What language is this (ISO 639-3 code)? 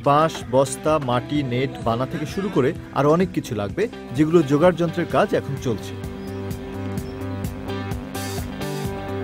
ben